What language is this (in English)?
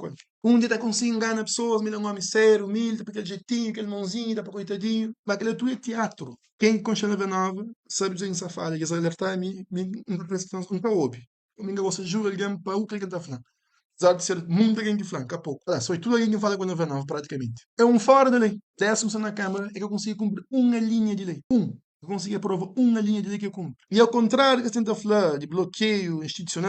Kabuverdianu